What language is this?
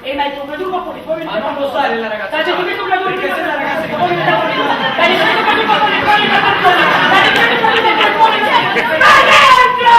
Neapolitan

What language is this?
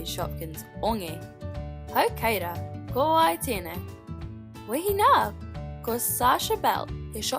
Māori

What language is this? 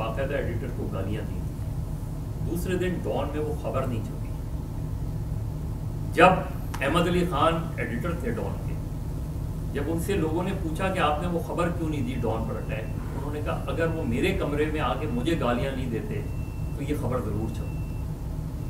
Urdu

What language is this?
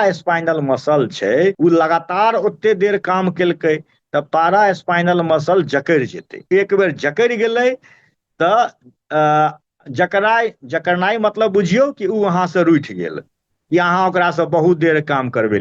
Maithili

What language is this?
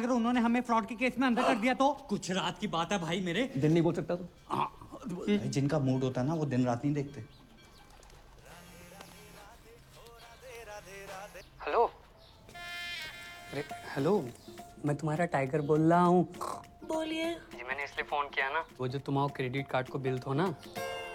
Hindi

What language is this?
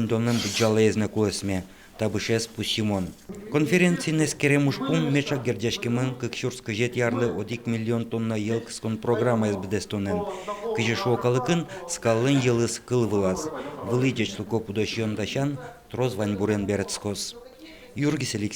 Udmurt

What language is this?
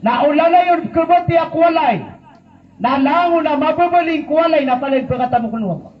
Maranao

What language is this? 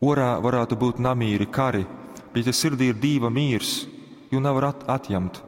Latgalian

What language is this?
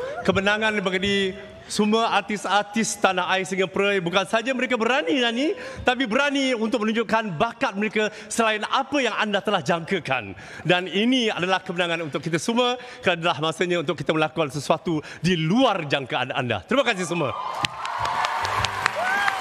Malay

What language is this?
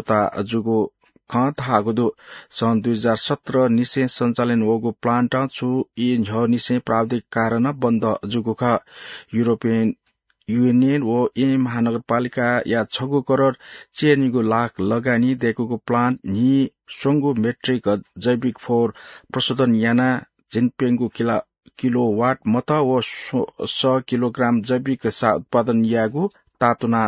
Newari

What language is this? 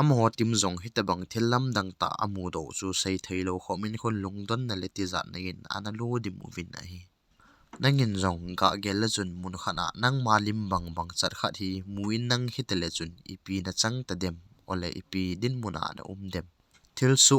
Thado Chin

